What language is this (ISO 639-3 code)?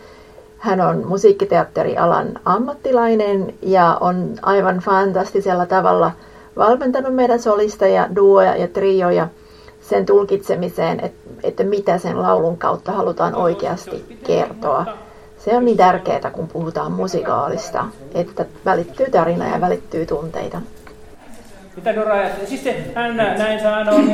fin